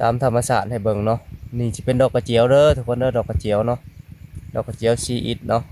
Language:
Lao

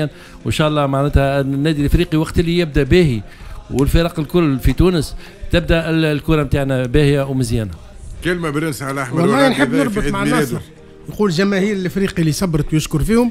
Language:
Tunisian Arabic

